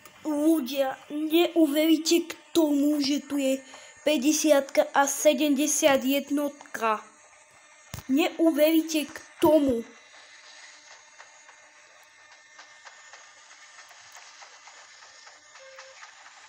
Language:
Slovak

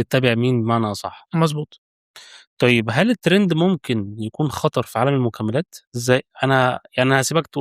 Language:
Egyptian Arabic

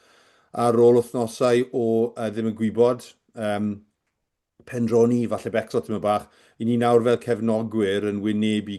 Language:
Welsh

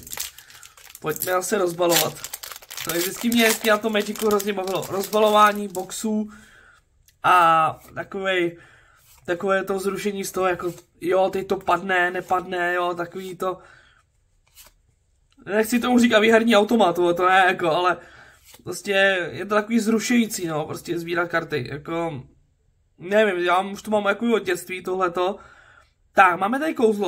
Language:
Czech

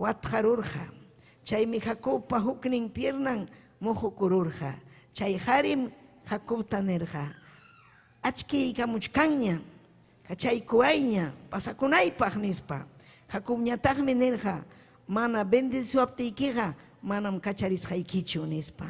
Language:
Ayacucho Quechua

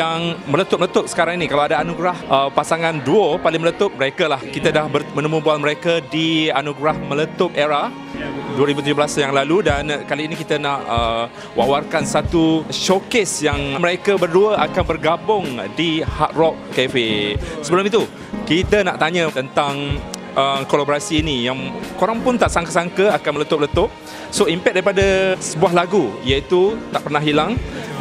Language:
Malay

